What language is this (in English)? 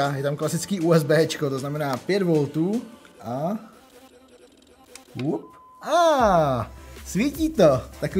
Czech